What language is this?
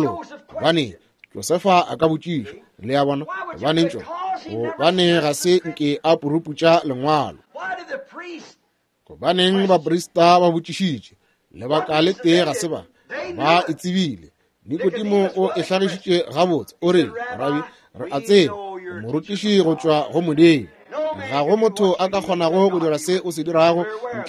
Northern Sotho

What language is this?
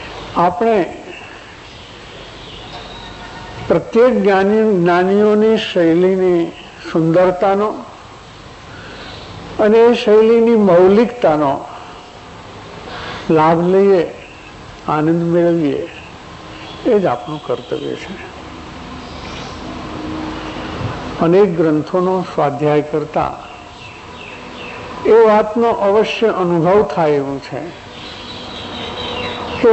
Gujarati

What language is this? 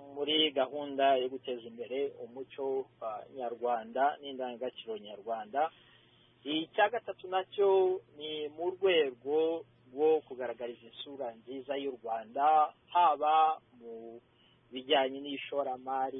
Kinyarwanda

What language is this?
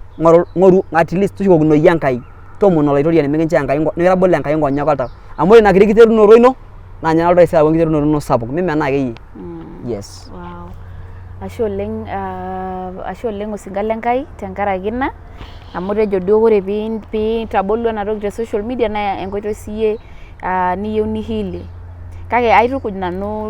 Masai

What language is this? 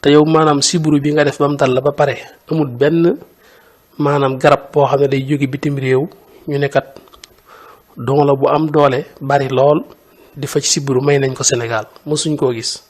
Wolof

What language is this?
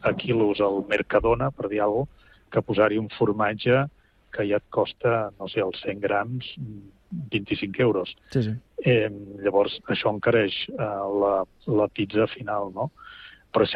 Catalan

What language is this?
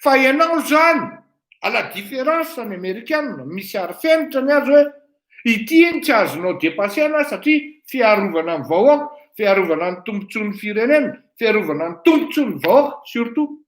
Malagasy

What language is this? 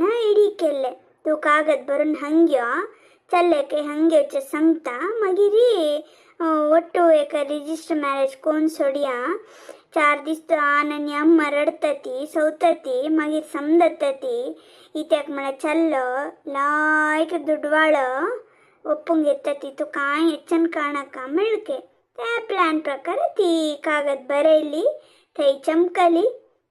Konkani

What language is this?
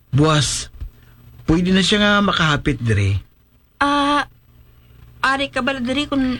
Hiligaynon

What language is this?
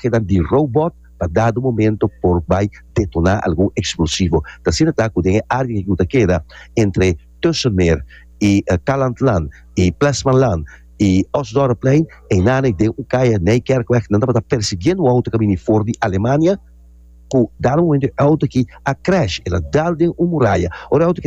Papiamento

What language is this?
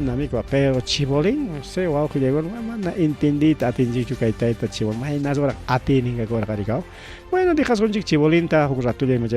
Ayacucho Quechua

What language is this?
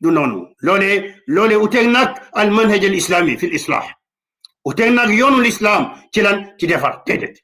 Wolof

